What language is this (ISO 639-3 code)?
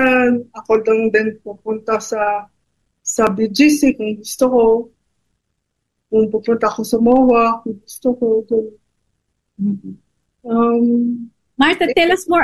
fil